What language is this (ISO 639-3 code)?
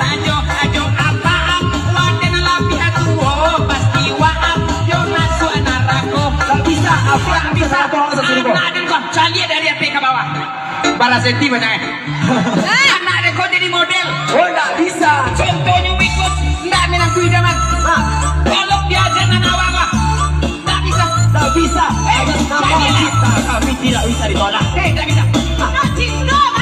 min